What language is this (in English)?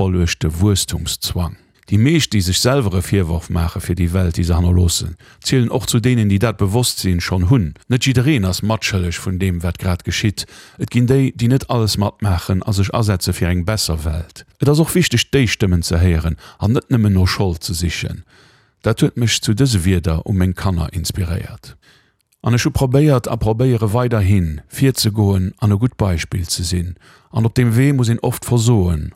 Luxembourgish